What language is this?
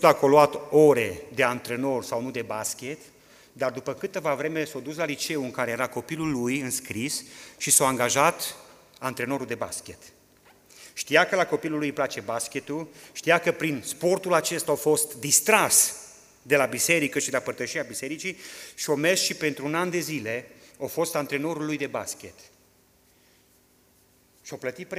Romanian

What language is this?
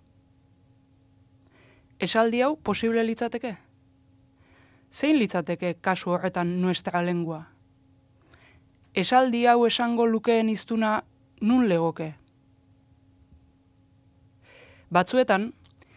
Basque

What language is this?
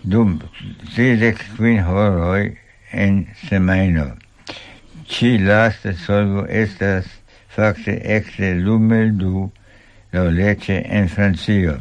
Esperanto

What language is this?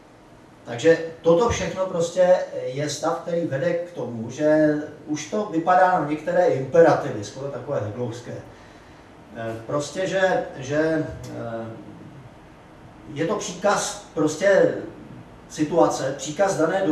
Czech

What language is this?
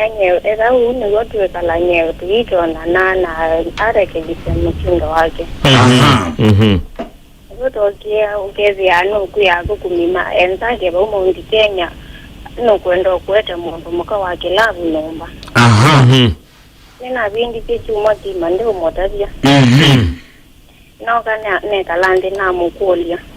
Kamba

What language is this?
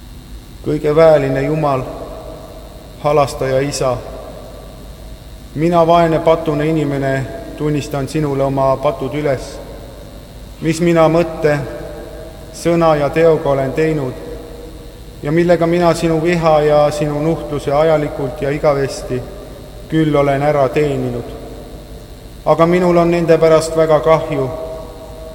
Estonian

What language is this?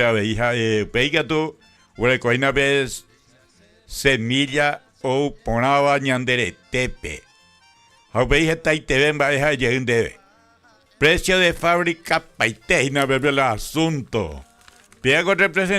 Guarani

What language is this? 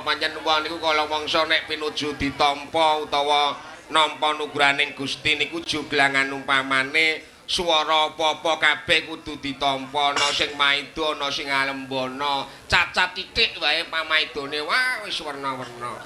Javanese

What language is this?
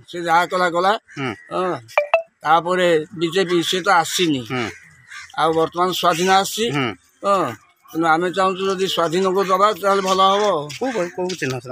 Odia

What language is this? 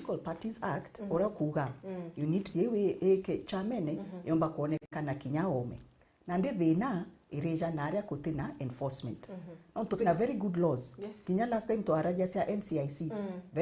Meru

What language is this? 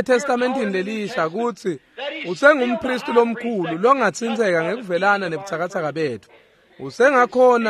Swati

